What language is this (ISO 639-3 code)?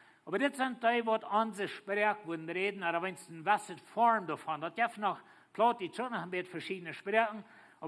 pdt